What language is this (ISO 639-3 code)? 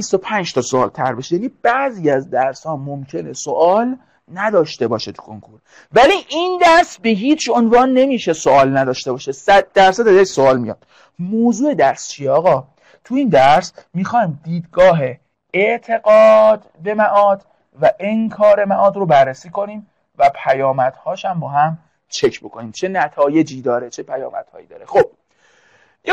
fas